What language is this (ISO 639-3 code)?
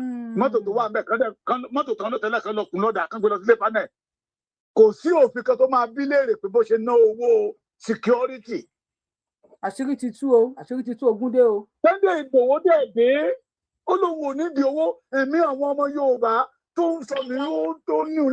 yor